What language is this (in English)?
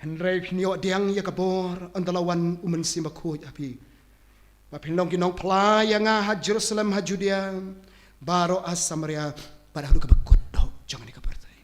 Khasi